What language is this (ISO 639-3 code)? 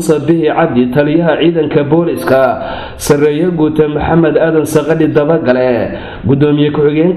som